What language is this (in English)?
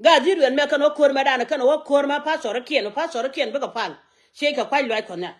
Nuer